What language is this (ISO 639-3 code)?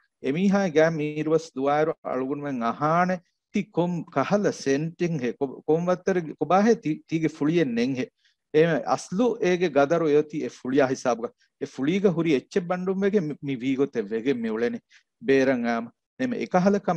div